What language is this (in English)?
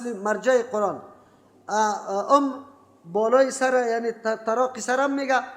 Persian